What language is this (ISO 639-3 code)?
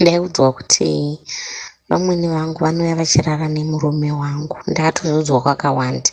sna